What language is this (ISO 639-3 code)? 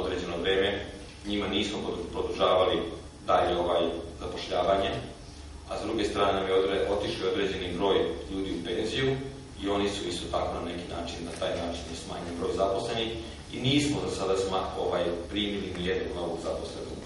srp